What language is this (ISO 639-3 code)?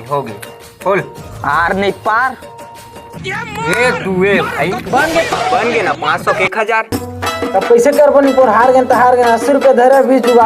hne